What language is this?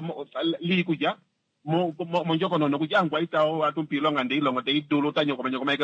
Kuanyama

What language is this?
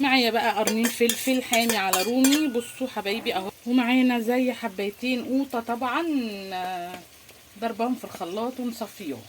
Egyptian Arabic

